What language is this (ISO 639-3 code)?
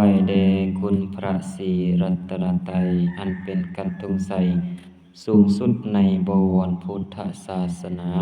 lao